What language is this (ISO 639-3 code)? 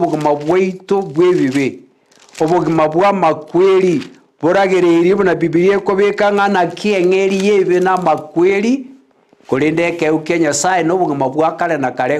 guz